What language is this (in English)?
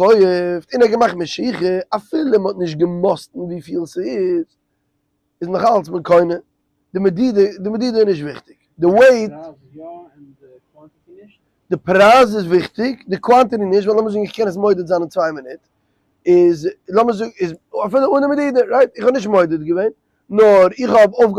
Yiddish